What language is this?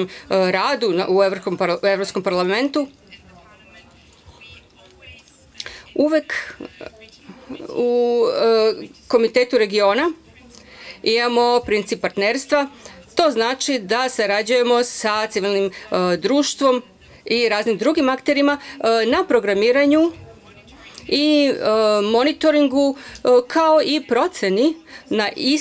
Serbian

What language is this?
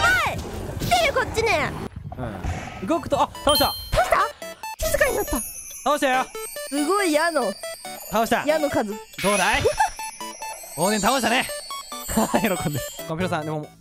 Japanese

